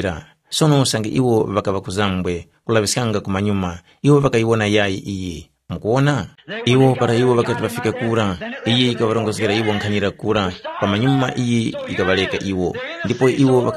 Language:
Tumbuka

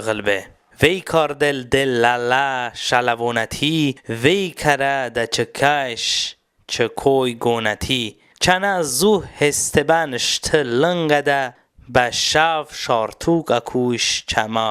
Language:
Talysh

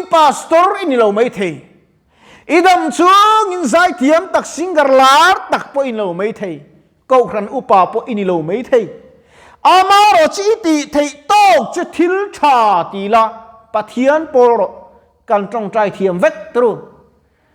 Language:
Mizo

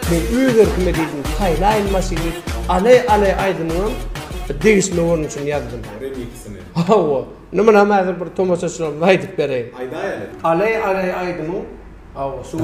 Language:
Turkmen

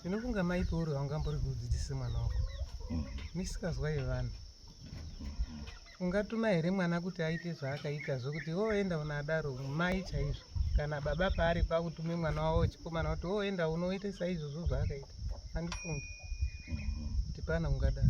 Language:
Shona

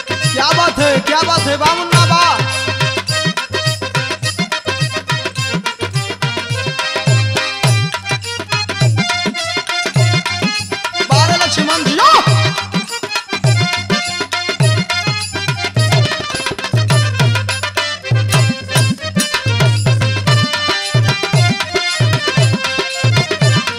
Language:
Bhojpuri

